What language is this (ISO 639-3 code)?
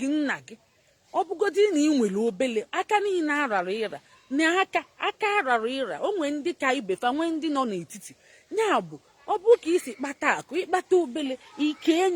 ibo